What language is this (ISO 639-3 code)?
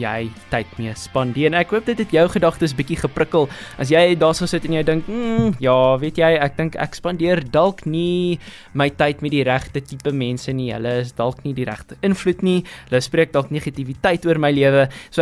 afr